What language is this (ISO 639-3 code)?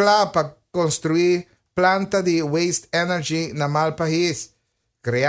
pap